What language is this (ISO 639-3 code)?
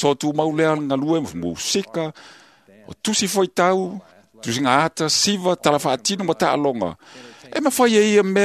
smo